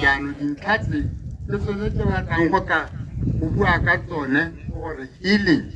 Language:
Tswana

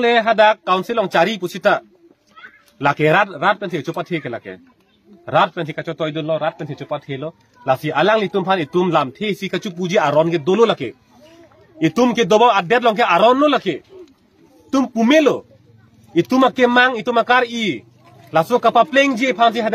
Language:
Karbi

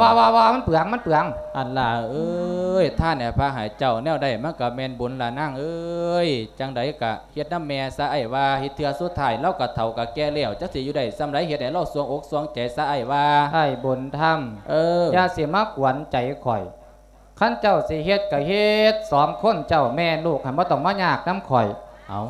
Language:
Lao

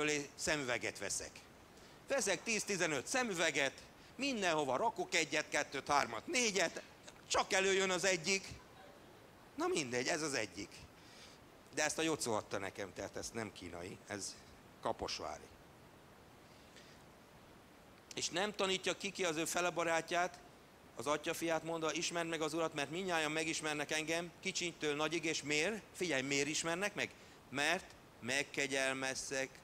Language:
Hungarian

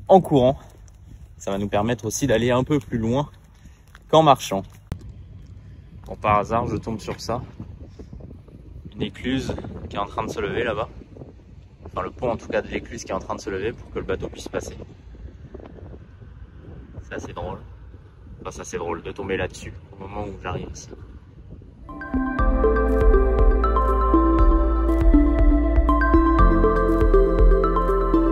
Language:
French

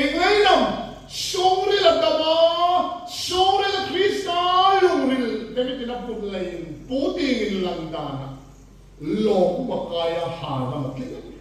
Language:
Hmar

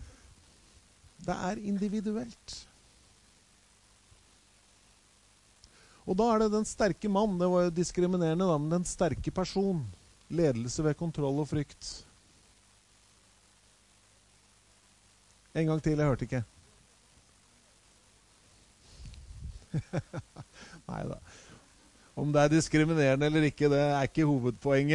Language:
Norwegian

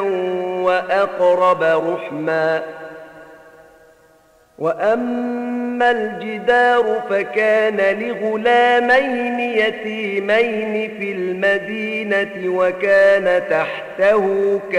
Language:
Arabic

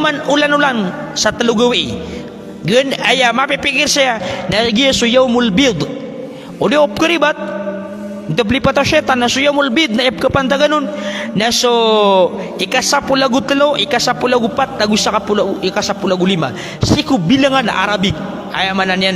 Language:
Maranao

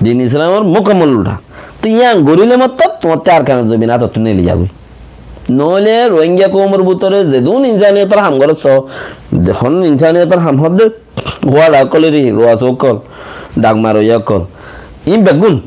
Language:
Rohingya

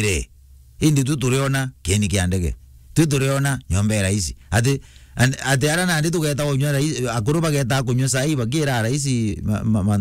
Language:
Meru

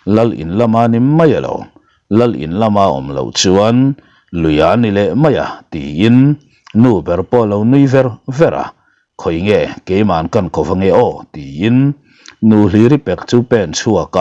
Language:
Mizo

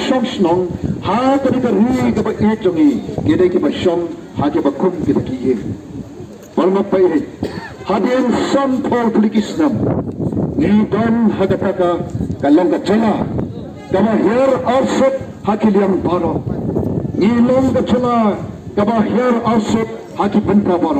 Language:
Khasi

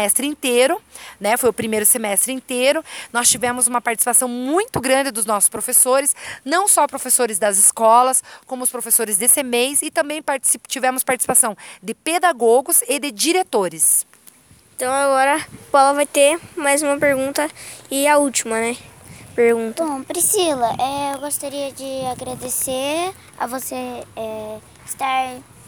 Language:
Portuguese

